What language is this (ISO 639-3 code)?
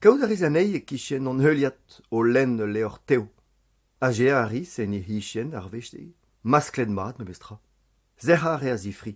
bre